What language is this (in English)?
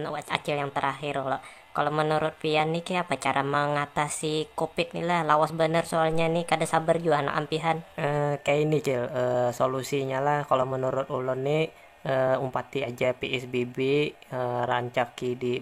Banjar